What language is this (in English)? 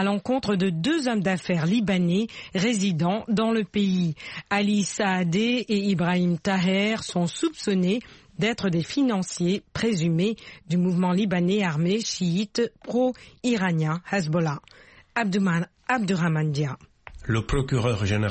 French